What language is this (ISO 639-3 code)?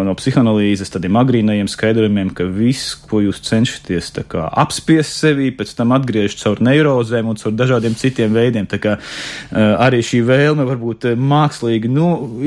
lav